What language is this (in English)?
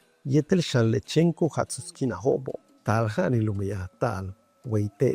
Yucateco